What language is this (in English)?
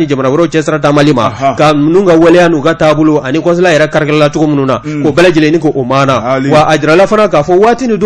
Bambara